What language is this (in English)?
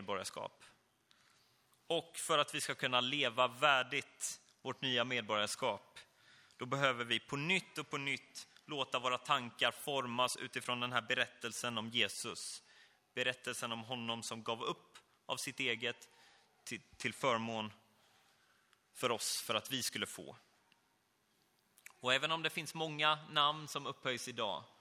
Swedish